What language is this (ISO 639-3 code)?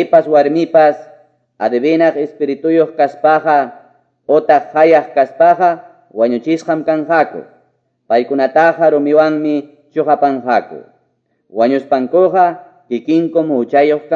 que